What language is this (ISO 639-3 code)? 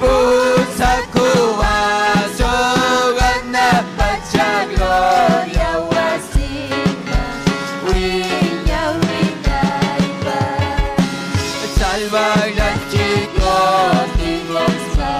quy